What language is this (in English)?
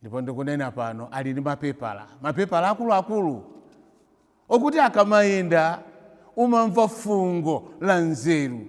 Nyanja